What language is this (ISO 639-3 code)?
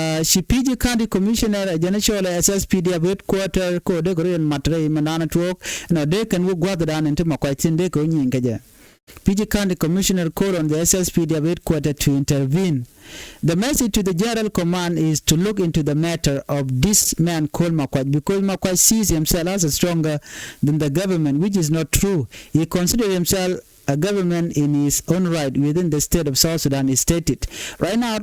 nus